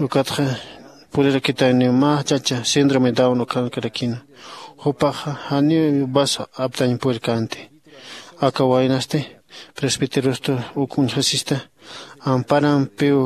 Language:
Aymara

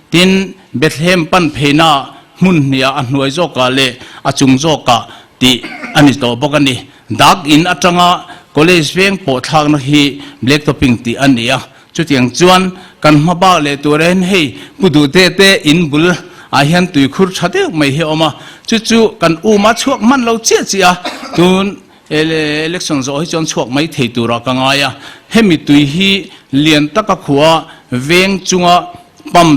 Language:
Mizo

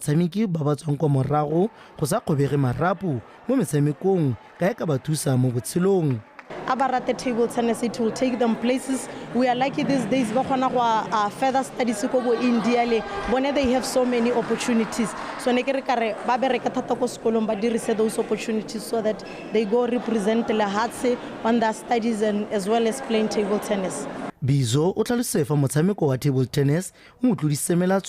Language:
Tswana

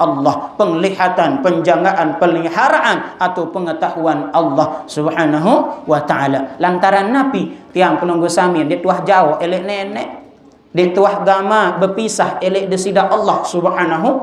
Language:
Sasak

